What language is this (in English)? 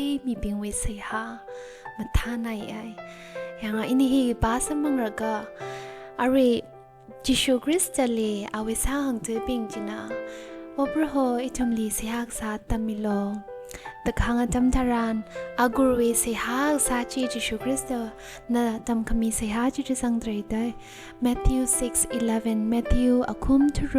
Tangkhul Naga (India)